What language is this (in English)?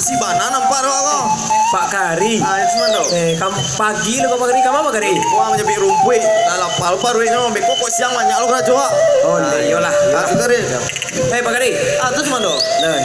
Minangkabau